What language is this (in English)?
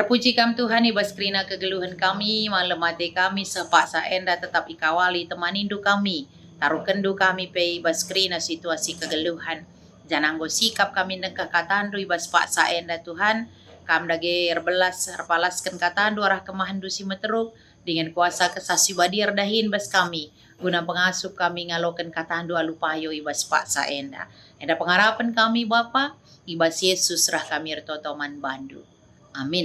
Batak Karo